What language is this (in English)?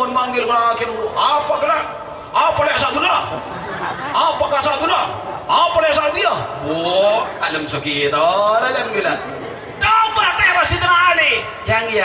Madurese